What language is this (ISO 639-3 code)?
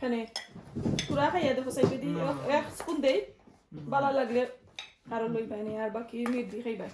syl